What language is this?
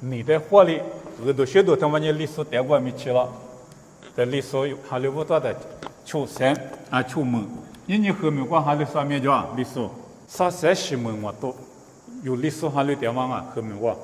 Lisu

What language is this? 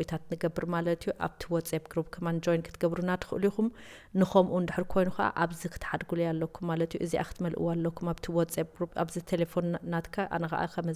Tigrinya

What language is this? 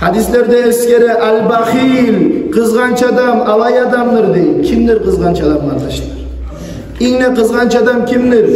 Kumyk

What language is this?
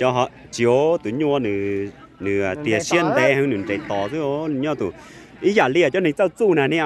Hmong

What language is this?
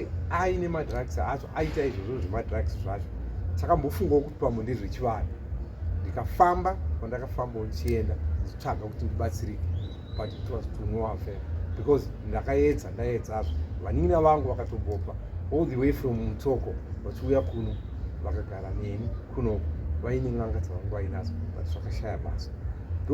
Shona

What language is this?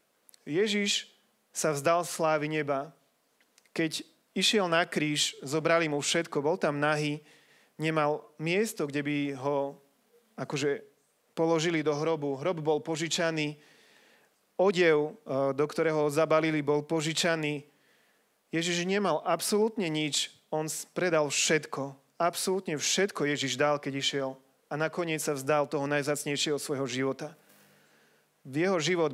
Slovak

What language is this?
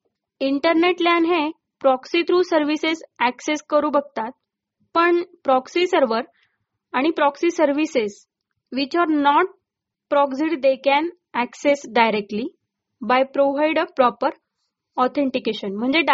Marathi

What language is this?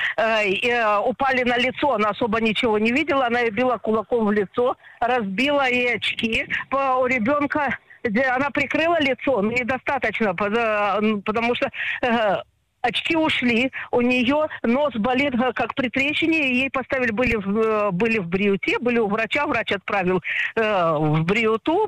Russian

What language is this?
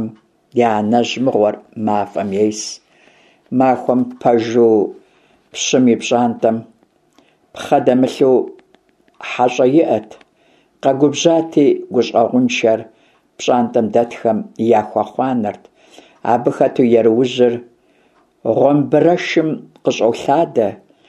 Kabardian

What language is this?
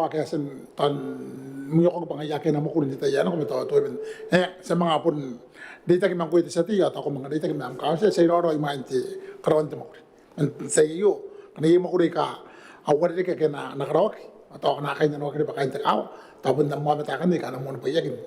Gilbertese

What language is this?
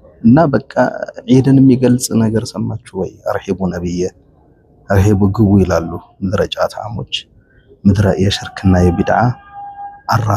Amharic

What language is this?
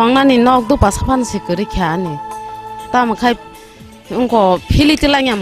Kok Borok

